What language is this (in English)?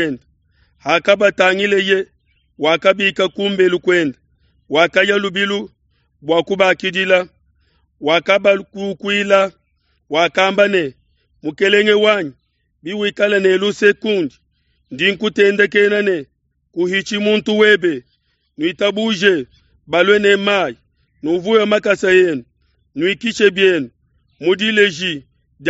Luba-Lulua